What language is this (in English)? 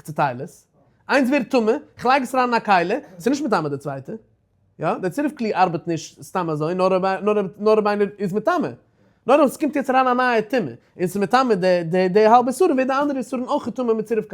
Yiddish